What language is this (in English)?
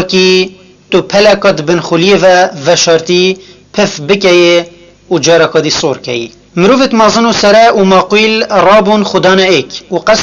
Kurdish